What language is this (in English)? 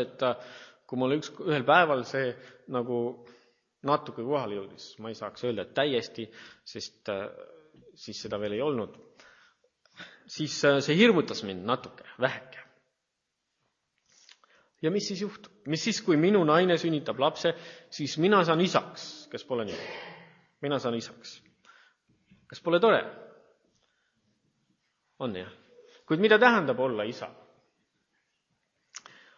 Estonian